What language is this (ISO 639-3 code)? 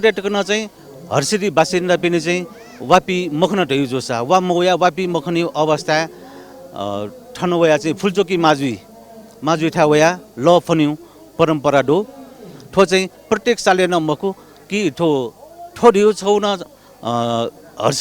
new